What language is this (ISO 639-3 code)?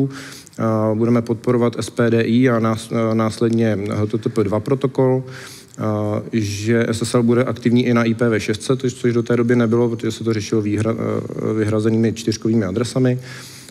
ces